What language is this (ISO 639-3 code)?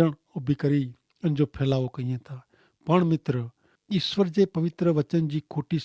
kfr